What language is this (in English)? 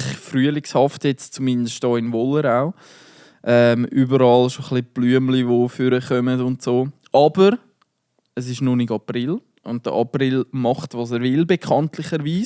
Swiss German